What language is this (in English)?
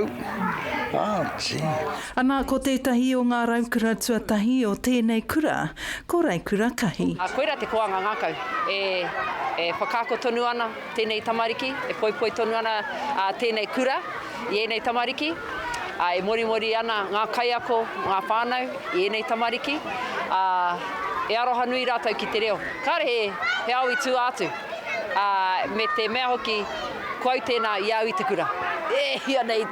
Māori